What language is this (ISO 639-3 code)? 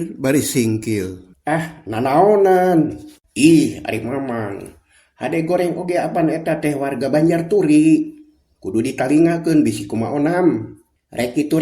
sun